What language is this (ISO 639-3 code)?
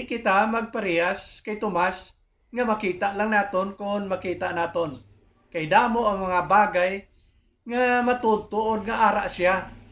hil